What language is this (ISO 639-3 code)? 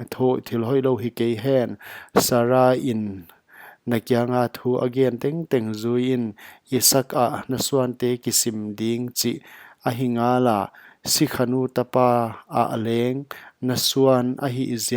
pck